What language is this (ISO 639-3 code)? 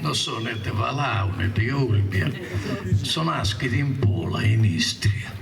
srd